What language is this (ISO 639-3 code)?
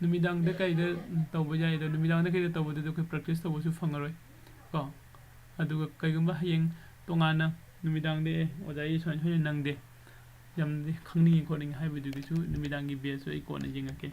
mni